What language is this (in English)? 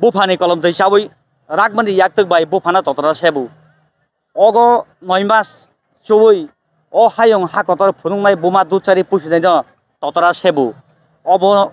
Kok Borok